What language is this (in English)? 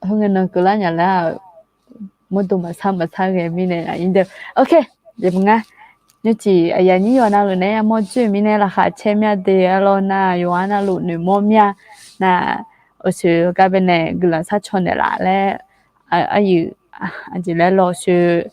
Akha